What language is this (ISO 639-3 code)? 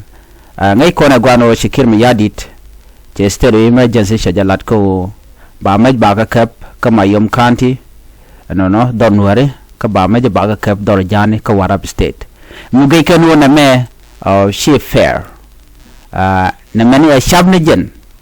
nus